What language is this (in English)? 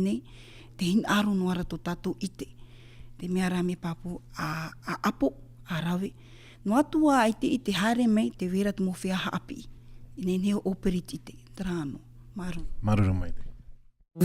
Tahitian